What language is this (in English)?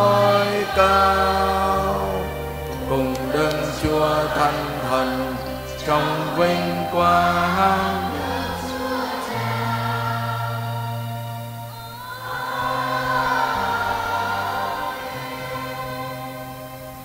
Vietnamese